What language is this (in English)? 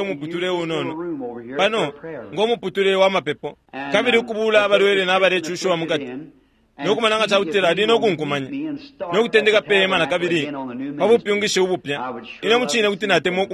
Bemba